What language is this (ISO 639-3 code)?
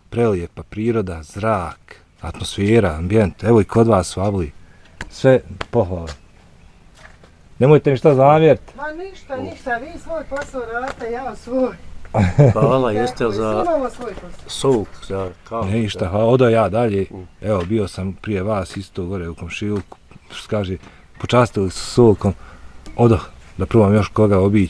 bos